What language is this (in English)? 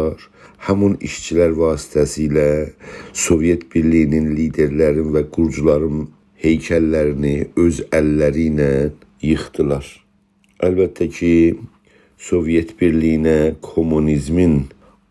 South Azerbaijani